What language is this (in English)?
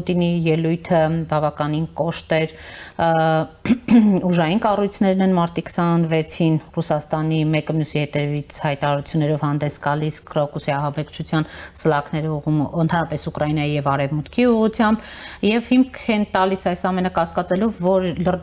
Armenian